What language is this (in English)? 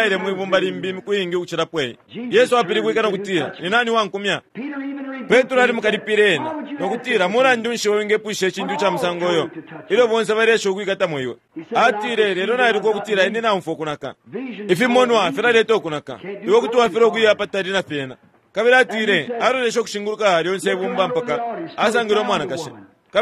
Bemba